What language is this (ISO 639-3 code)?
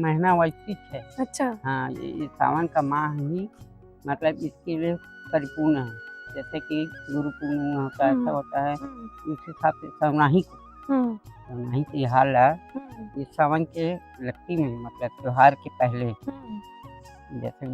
hne